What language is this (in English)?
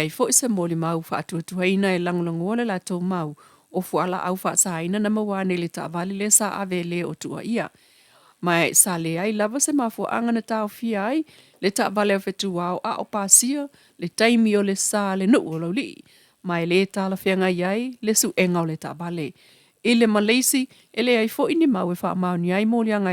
Samoan